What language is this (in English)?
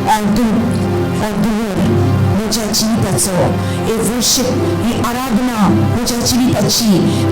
Konkani